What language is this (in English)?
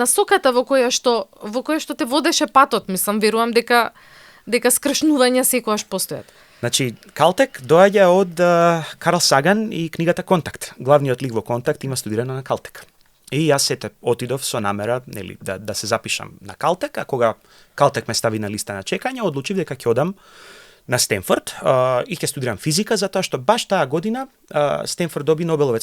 Macedonian